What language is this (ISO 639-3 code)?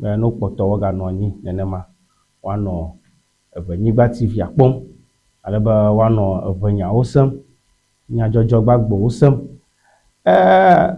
ewe